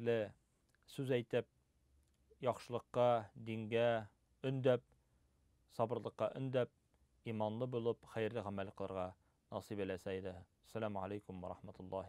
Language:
Tatar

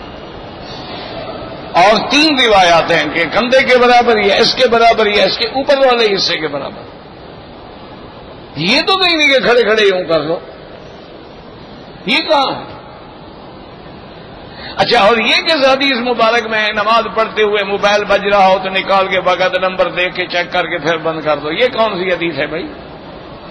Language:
Urdu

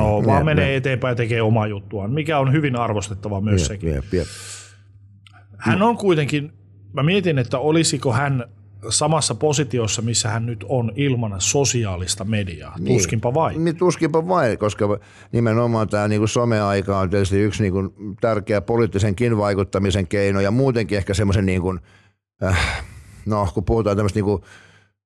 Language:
Finnish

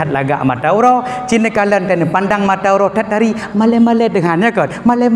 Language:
Achinese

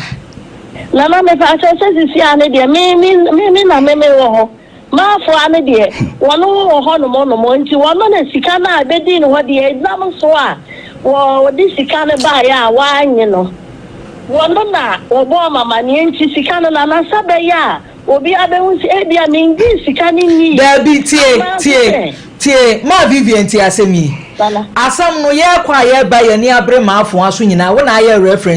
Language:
Akan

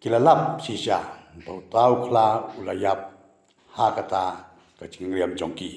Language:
Khasi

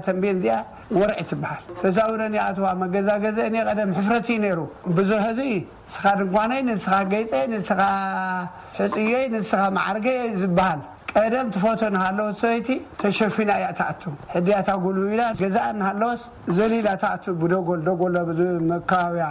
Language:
Tigrinya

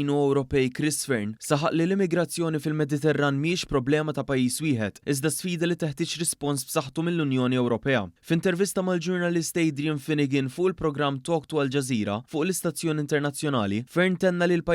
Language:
Maltese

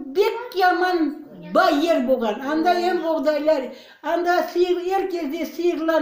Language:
Crimean Tatar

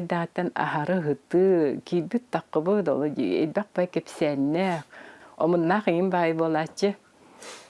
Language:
Yakut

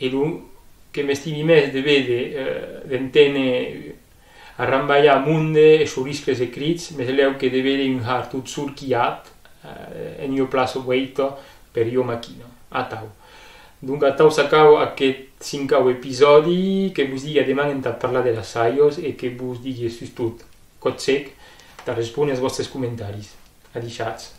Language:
Occitan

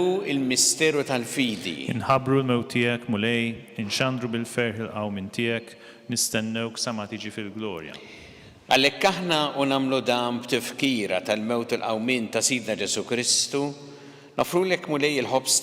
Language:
Maltese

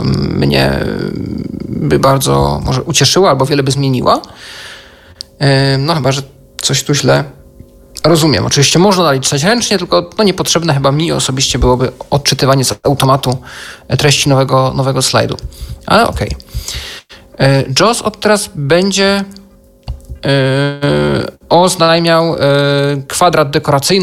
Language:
Polish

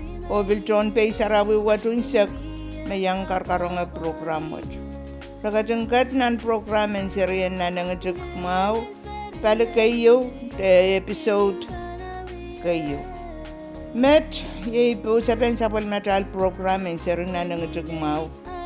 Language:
Pohnpeian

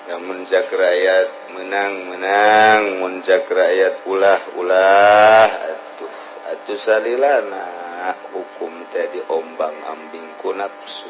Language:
Sundanese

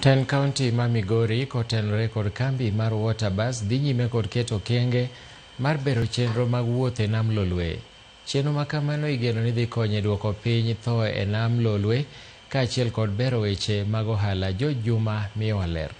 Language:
Luo (Kenya and Tanzania)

